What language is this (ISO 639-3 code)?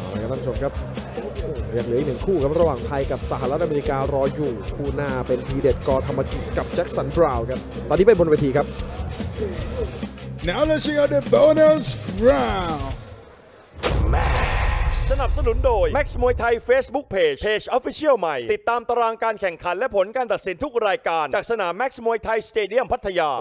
tha